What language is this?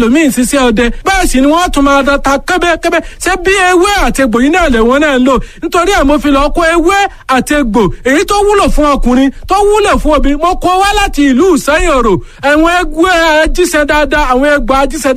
Yoruba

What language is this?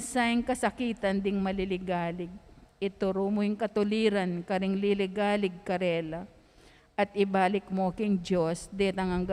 Pampanga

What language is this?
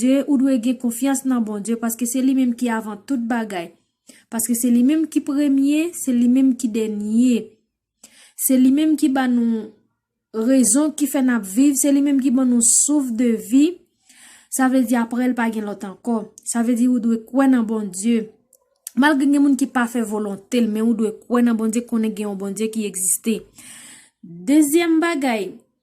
Haitian Creole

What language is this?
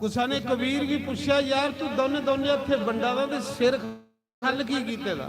Dogri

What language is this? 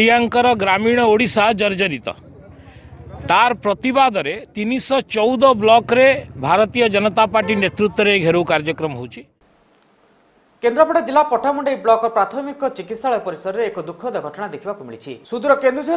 Odia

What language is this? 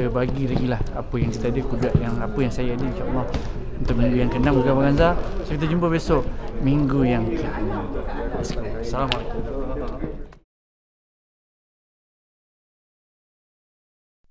Malay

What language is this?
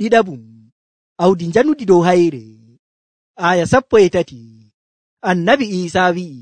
Nigerian Fulfulde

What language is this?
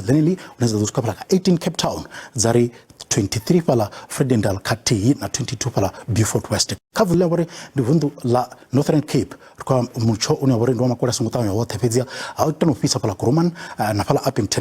Venda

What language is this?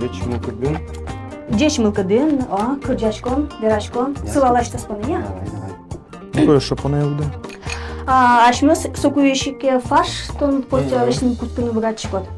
Udmurt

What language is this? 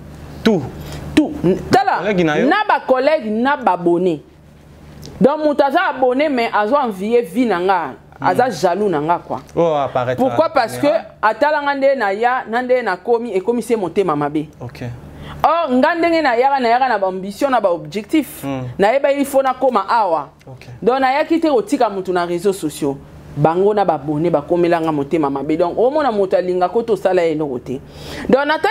Lingala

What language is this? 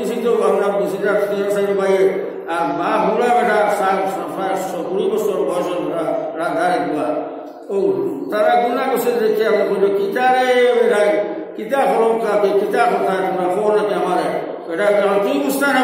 Sylheti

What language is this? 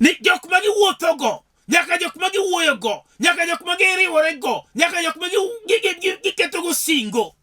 Luo (Kenya and Tanzania)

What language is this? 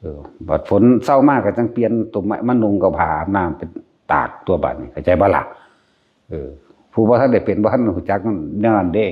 Northeastern Thai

